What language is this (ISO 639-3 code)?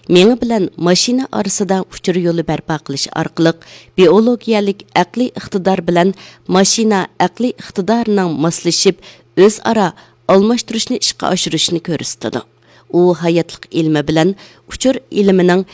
uig